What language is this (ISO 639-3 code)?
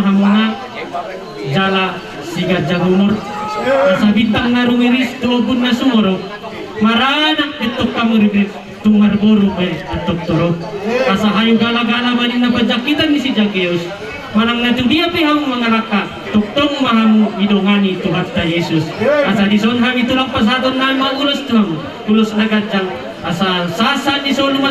bbc